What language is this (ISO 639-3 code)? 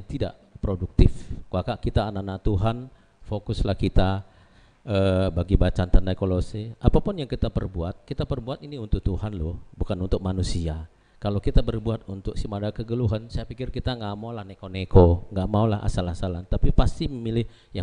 btx